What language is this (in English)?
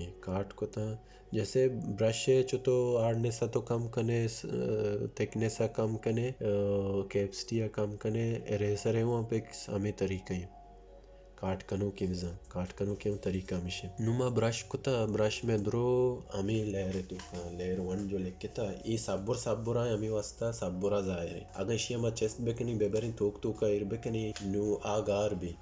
Baluchi